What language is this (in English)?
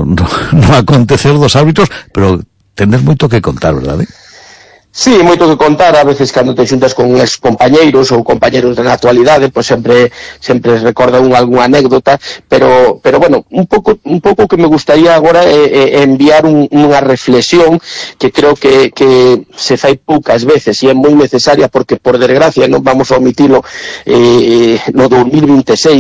Galician